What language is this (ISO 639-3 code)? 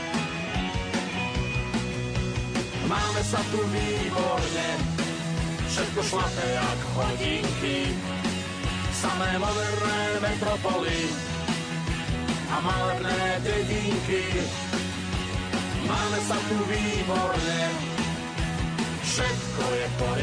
slk